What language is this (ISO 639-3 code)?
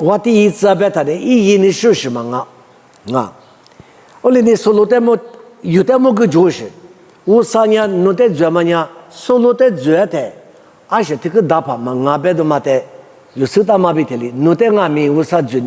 lis